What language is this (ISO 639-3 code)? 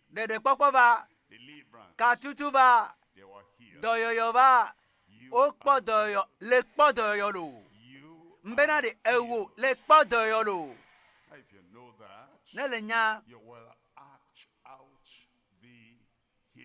ewe